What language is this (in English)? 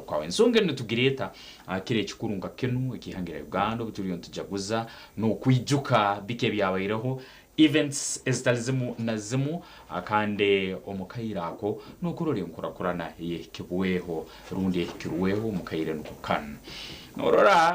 Nyankole